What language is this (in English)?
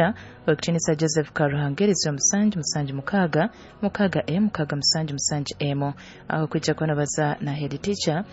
Nyoro